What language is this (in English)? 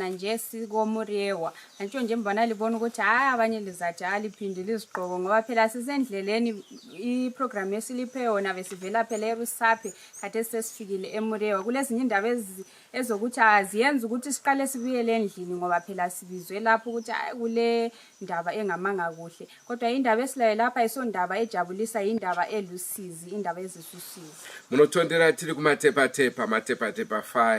Shona